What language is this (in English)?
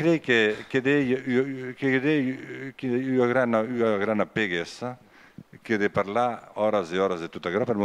Occitan